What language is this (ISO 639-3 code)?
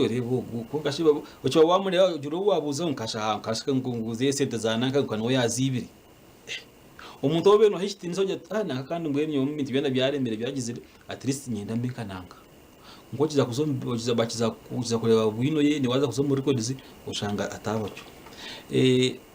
nyn